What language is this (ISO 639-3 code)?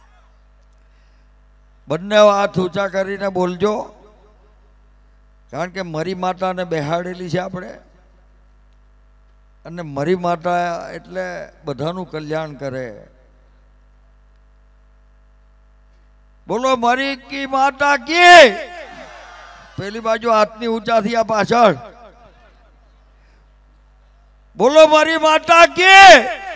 guj